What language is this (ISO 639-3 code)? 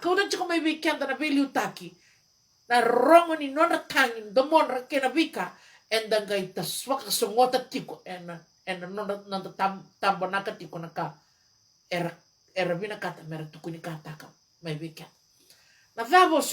fij